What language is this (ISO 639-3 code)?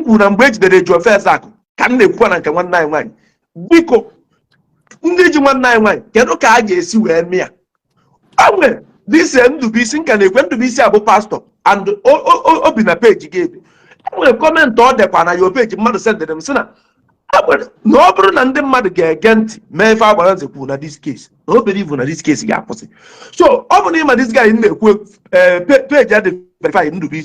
ibo